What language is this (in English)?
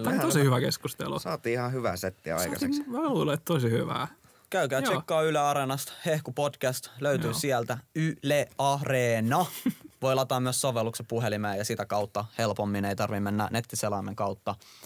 Finnish